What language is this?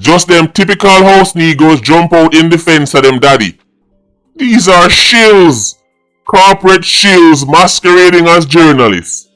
Jamaican Creole English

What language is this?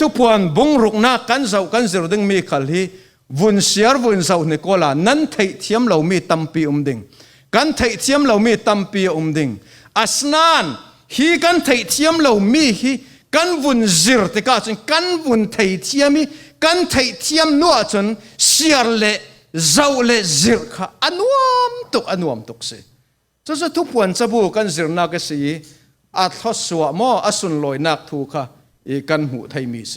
Falam Chin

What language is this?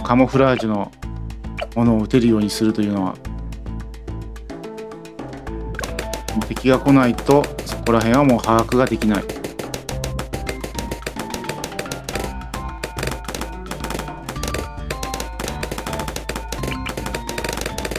Japanese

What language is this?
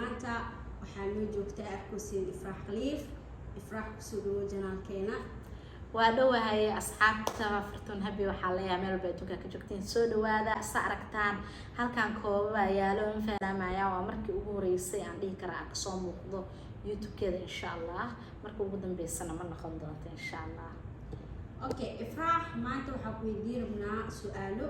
Somali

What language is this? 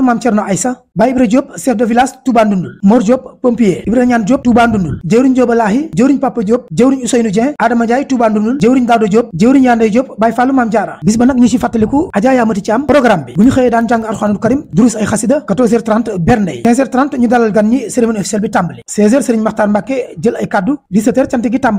Wolof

